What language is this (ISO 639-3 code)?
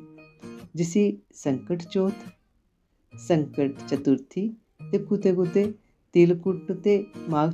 doi